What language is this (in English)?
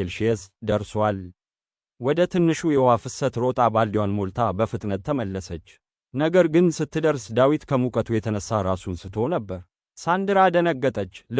Amharic